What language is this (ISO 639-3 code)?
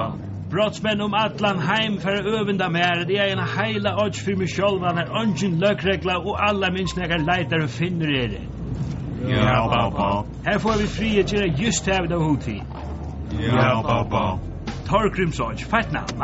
fao